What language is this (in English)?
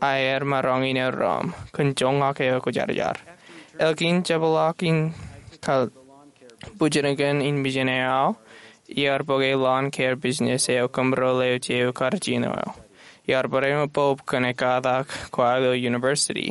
Marshallese